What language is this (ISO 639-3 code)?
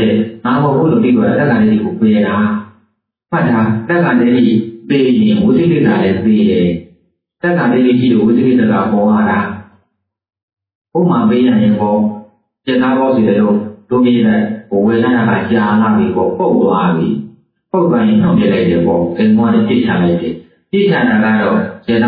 mya